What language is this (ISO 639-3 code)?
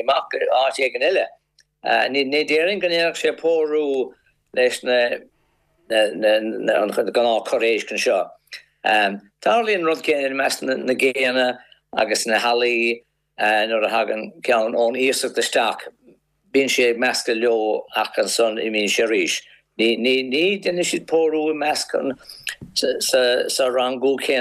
gle